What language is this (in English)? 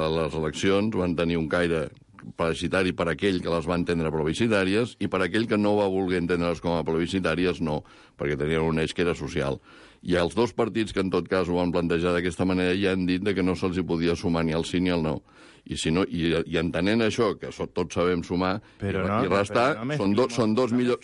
Catalan